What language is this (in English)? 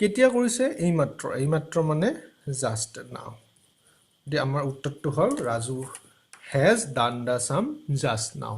Assamese